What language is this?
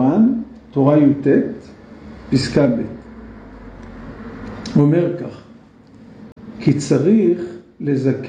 Hebrew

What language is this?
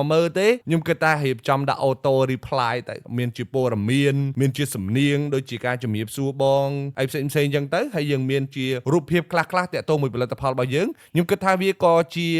Khmer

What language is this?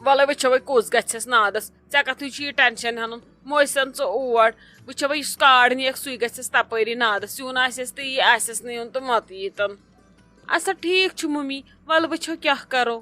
Kashmiri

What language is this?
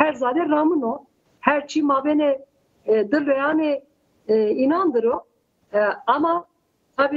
Zaza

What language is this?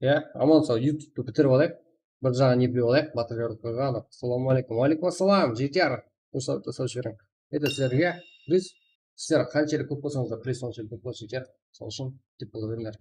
Kara-Kalpak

